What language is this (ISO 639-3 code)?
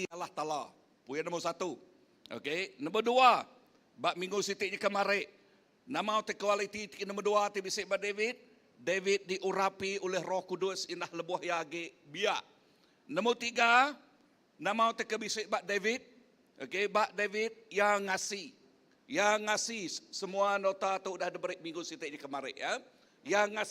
iba